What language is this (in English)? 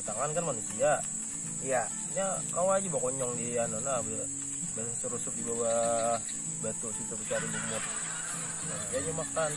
Banjar